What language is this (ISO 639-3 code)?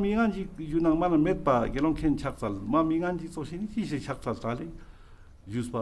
lbj